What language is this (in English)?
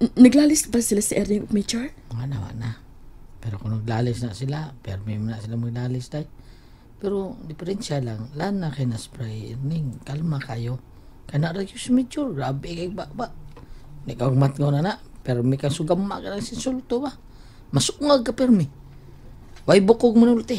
Cebuano